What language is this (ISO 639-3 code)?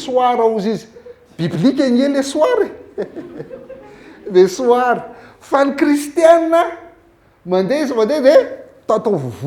mlg